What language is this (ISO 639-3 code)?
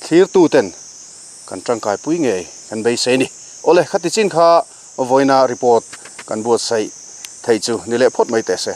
lus